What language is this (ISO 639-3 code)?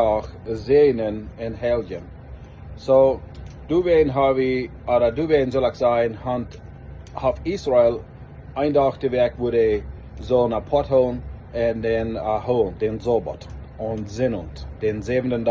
pdt